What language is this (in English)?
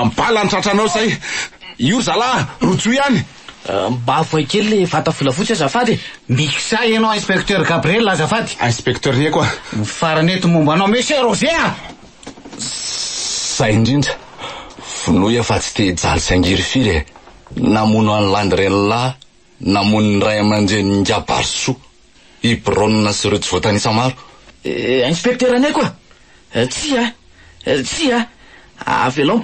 Malagasy